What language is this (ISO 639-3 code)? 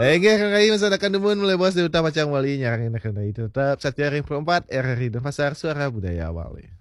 ban